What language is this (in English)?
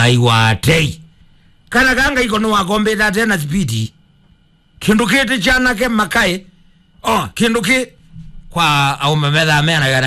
Kamba